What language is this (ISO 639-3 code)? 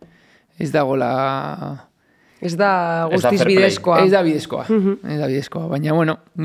eus